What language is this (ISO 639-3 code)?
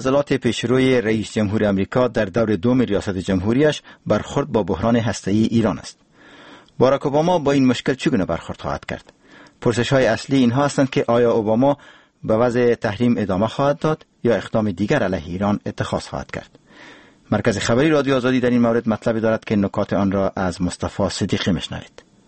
fas